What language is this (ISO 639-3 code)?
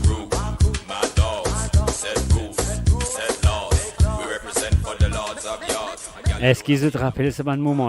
mfe